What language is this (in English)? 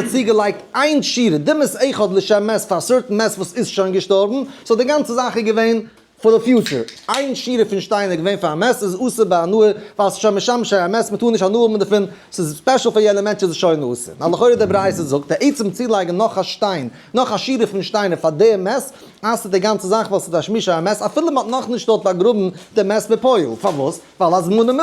Yiddish